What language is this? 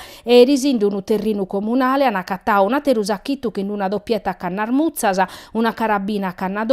Sardinian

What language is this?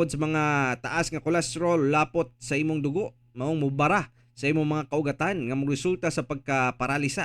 Cebuano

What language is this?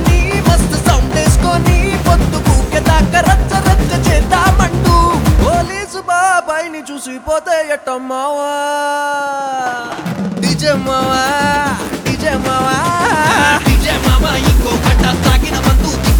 Telugu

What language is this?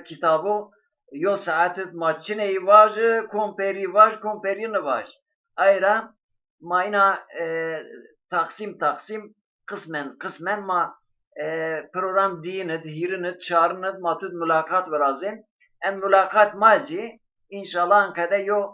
Zaza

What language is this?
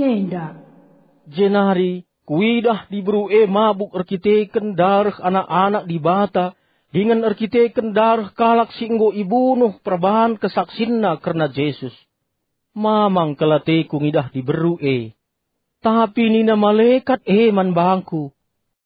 Batak Karo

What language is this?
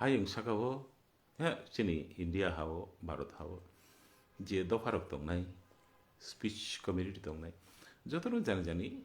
Kok Borok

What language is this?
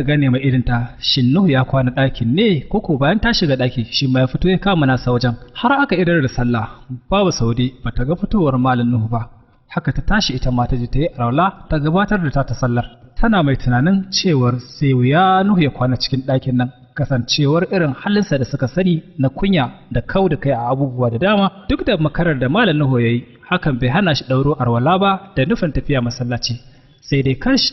Hausa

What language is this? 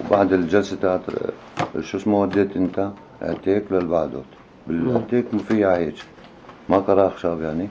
North Levantine Arabic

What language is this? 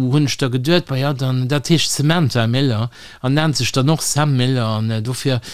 Luxembourgish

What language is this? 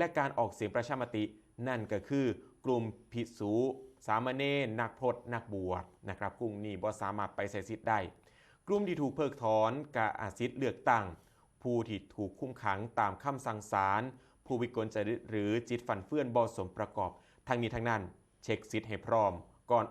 Northeastern Thai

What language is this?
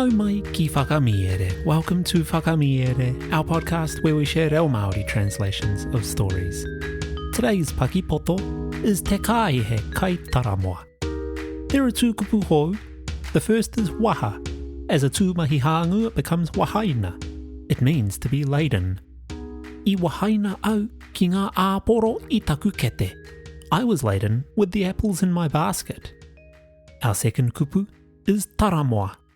Māori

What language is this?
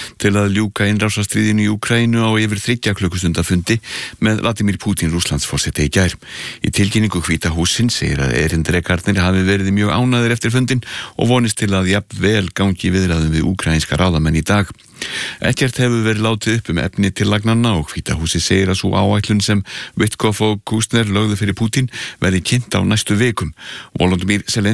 Icelandic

